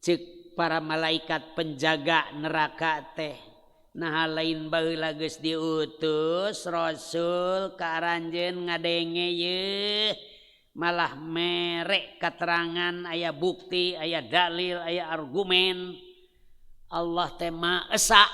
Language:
Sundanese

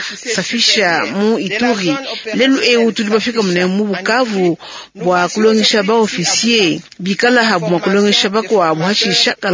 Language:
Luba-Lulua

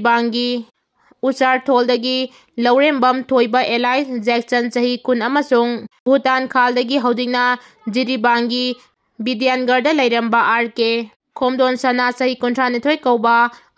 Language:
Manipuri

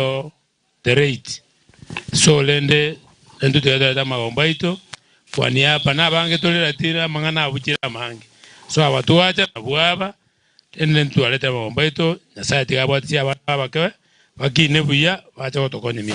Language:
Gusii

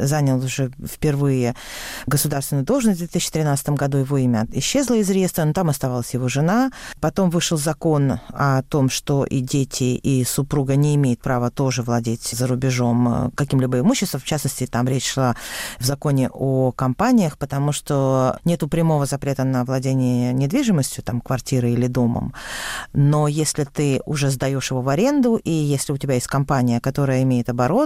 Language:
Russian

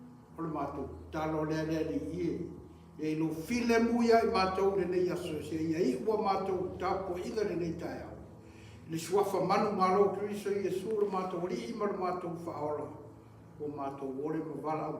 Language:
Samoan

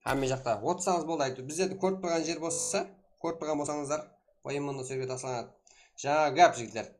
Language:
Kara-Kalpak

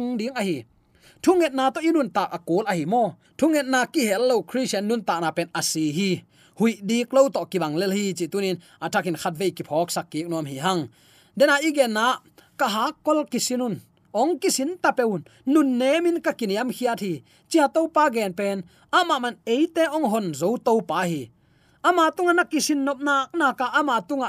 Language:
Tedim Chin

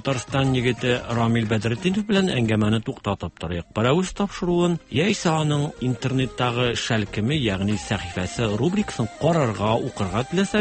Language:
Tatar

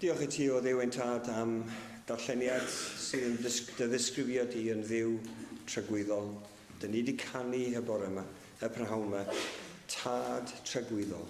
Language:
Welsh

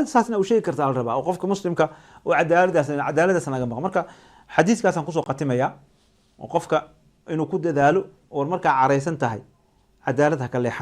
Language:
Somali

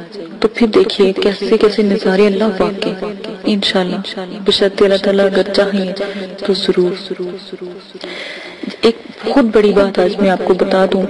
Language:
Urdu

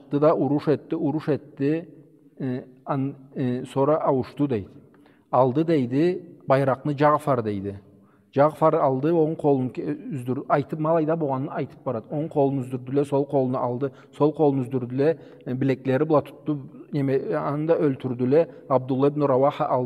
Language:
Karachay-Balkar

